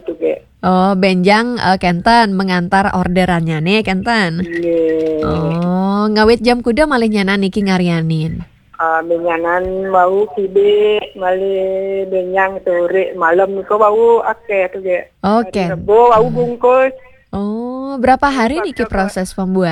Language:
Balinese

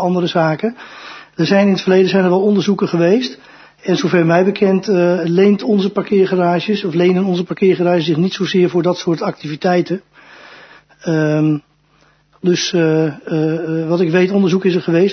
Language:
Dutch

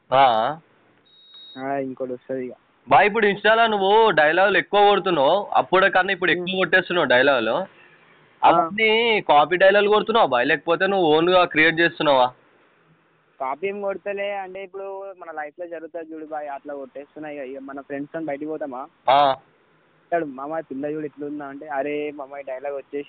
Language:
Telugu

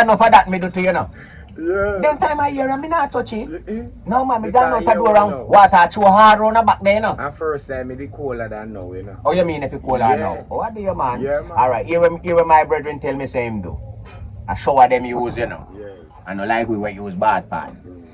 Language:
Jamaican Creole English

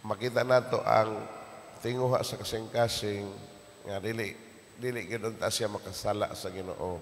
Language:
Cebuano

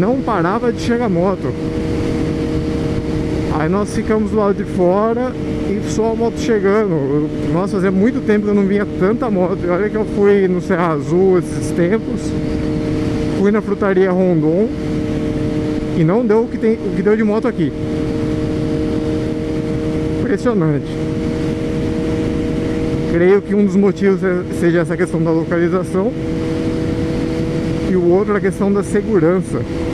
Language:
Portuguese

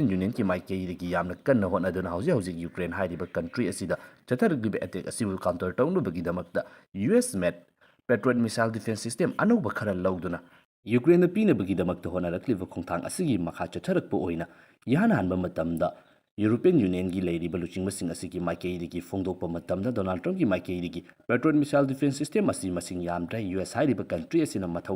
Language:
Manipuri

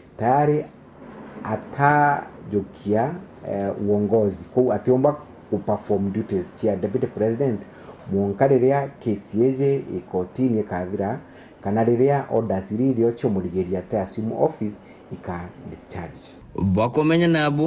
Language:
Meru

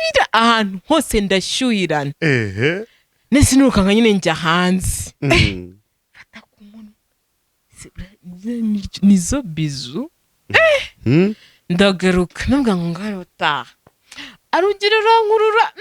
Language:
Kinyarwanda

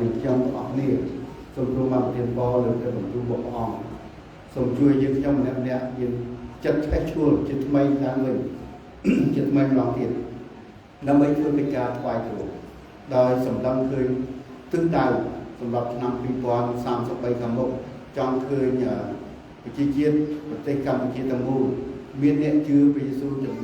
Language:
Khmer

